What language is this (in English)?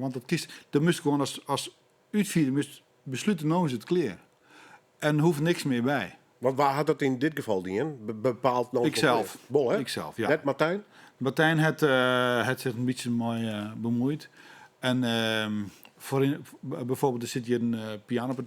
Western Frisian